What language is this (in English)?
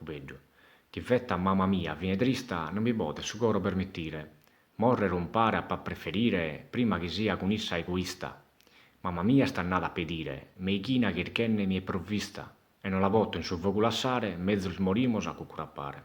Sardinian